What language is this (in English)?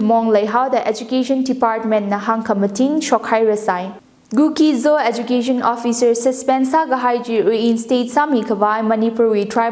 Tangkhul Naga (India)